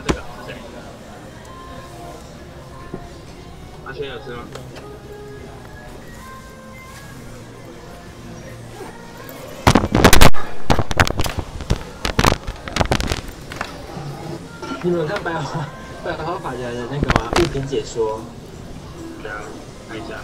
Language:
Chinese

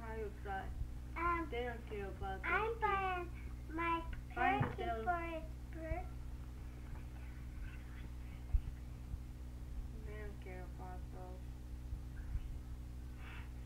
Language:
English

